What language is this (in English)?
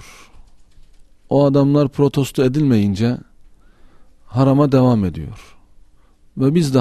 Turkish